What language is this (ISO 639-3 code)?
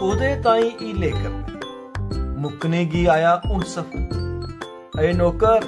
doi